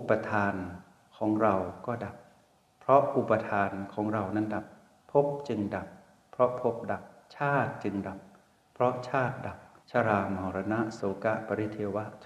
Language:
Thai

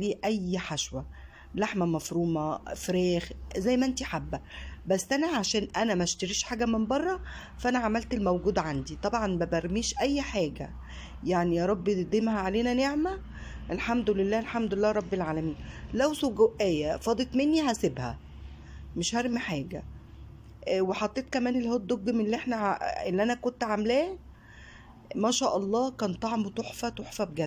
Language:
Egyptian Arabic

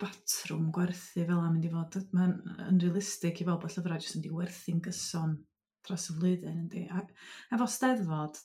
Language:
Welsh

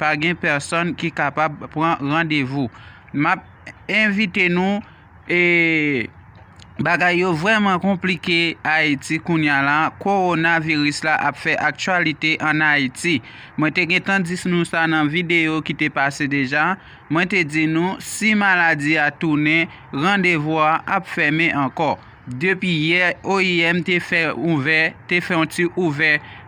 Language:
Haitian Creole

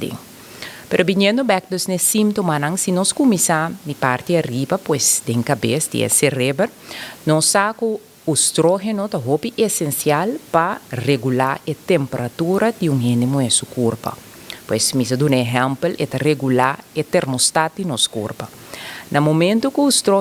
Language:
Papiamento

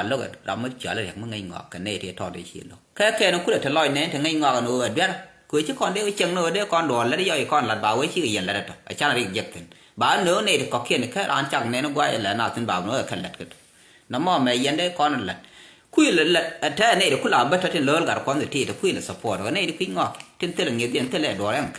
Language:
Nuer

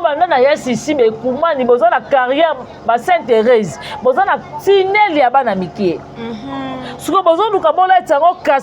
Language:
Lingala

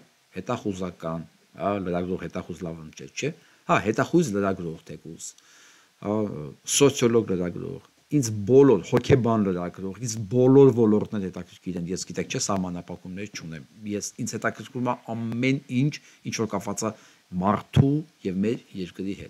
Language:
Armenian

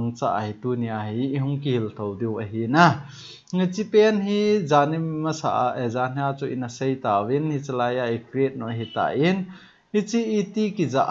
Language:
Thado Chin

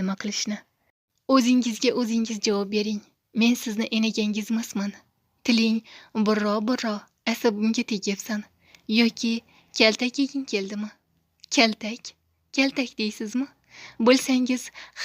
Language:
Uzbek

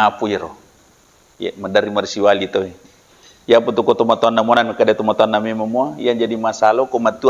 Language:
Buginese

